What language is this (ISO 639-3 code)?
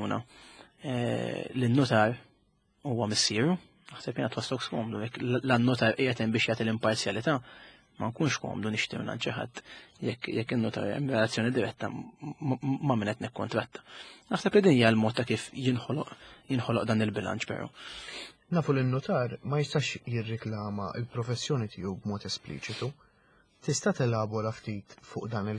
mlt